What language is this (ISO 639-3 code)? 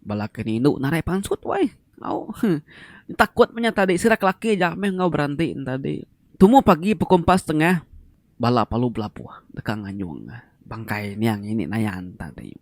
iba